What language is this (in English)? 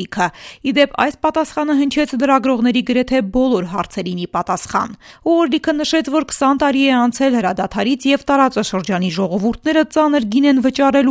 Armenian